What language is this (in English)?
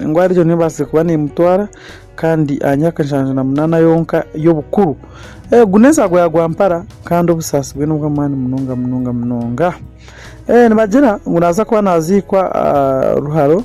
Nyankole